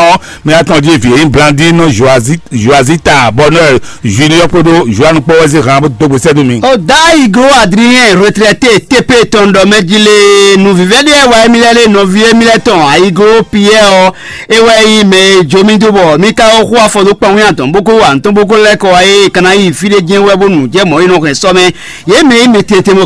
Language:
Fon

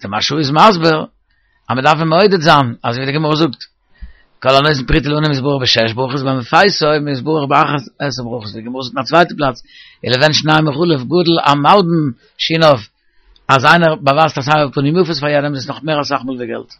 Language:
Yiddish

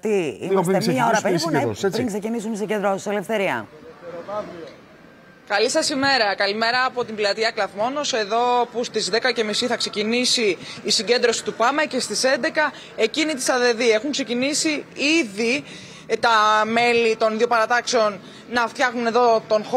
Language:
Greek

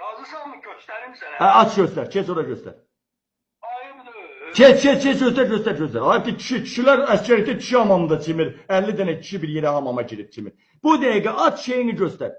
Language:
Azerbaijani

